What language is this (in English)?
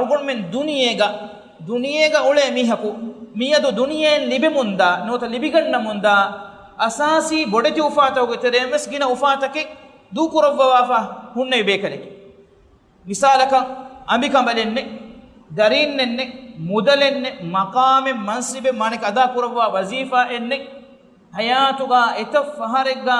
Divehi